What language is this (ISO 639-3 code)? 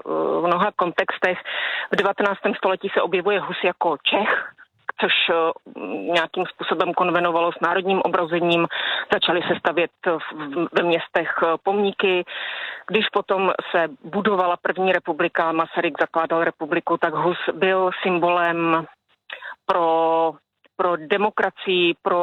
ces